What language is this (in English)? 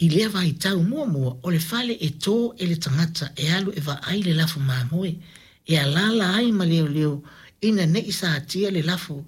Samoan